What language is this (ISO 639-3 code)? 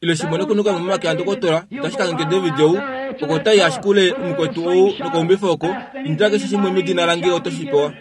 kua